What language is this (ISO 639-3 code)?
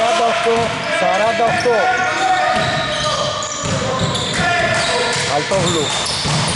ell